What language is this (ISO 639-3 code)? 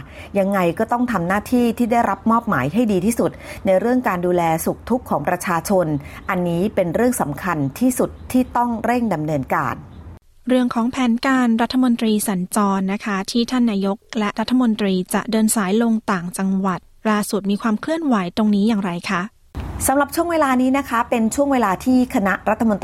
tha